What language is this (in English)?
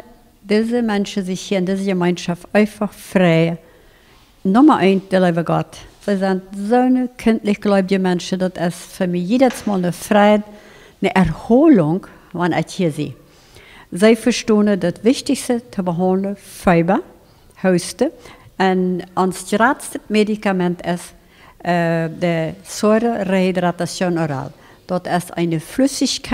Plautdietsch